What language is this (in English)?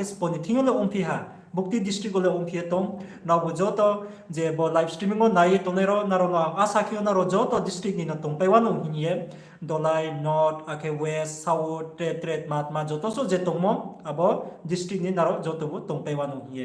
Riang (India)